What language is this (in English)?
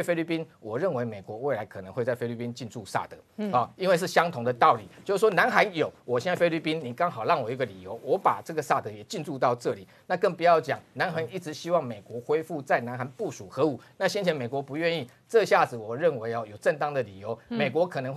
Chinese